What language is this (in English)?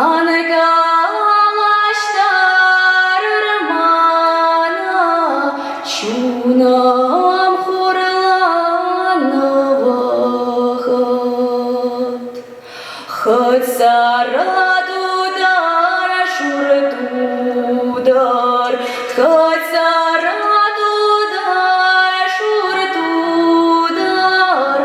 Chuvash